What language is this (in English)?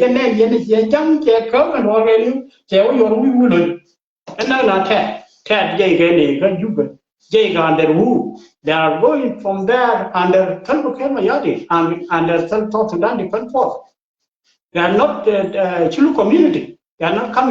Nuer